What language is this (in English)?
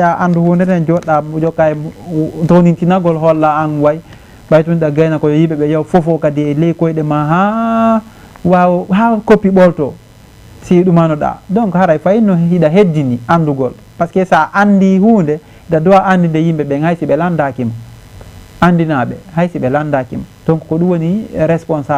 Fula